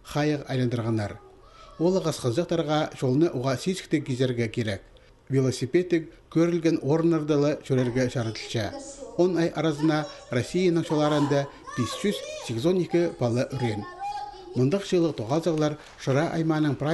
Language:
Khakas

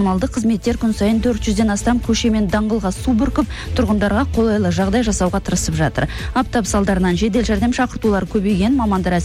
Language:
Kazakh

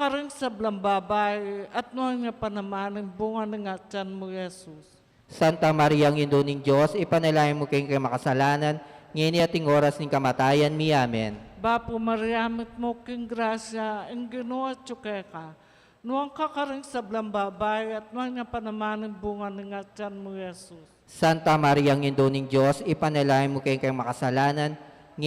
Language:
Pampanga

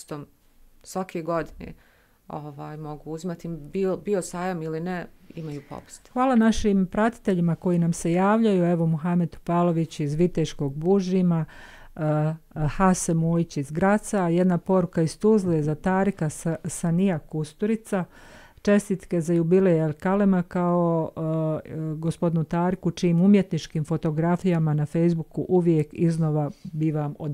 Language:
Bosnian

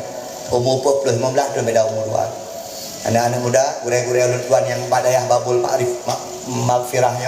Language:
Achinese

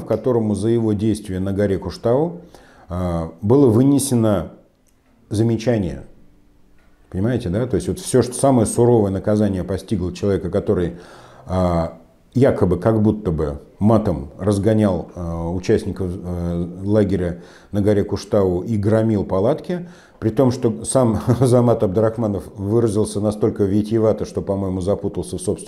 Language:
Russian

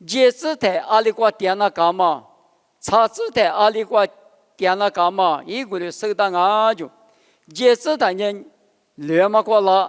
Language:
Lisu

